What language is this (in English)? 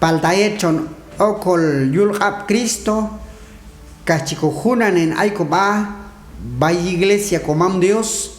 Q'anjob'al